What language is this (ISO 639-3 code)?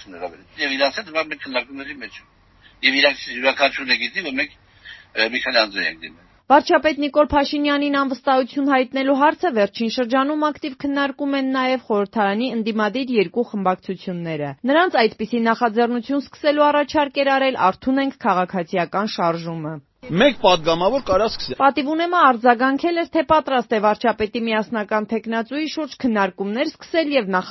hye